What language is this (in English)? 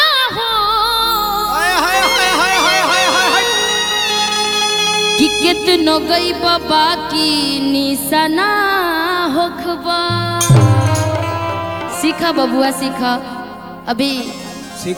Bhojpuri